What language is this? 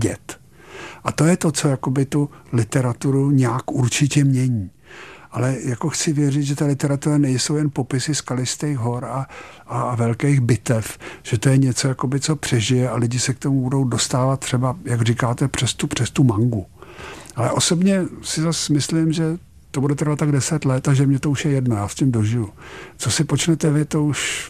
Czech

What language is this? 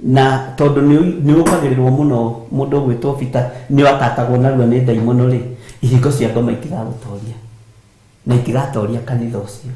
Kikuyu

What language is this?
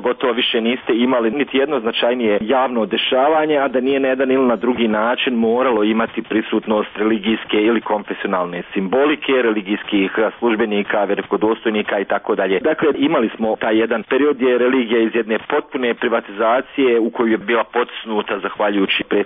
Bosnian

